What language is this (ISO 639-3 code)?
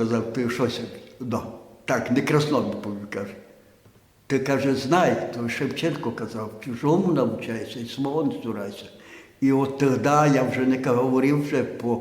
rue